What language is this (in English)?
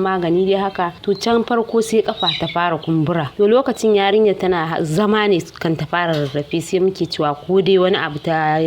Hausa